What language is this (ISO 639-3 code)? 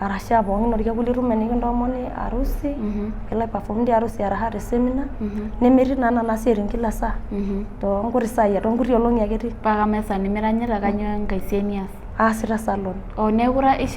mas